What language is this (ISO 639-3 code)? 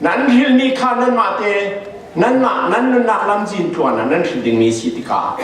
cfm